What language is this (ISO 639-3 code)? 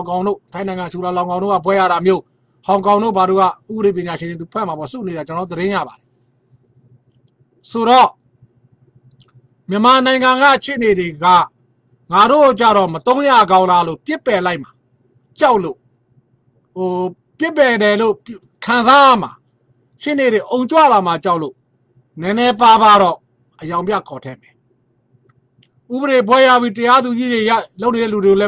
mya